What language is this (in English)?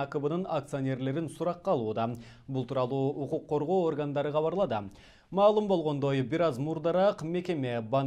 Kyrgyz